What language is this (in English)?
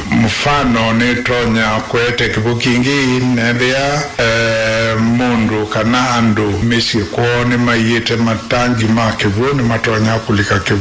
Kamba